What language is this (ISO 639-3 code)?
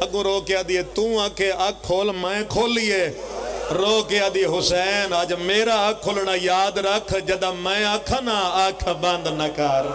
phr